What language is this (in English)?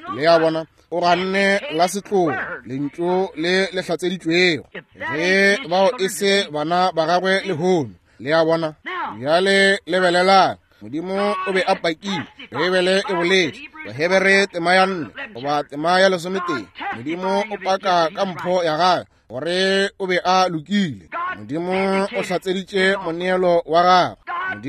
Northern Sotho